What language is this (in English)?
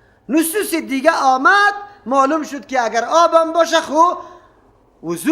Persian